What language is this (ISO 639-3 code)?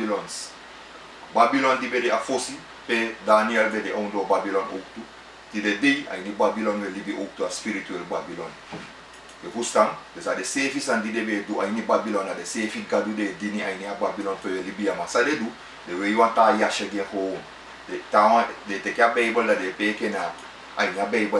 srn